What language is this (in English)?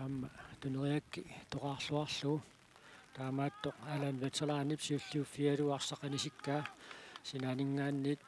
Kalaallisut